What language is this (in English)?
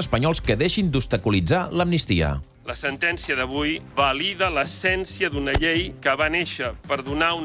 Catalan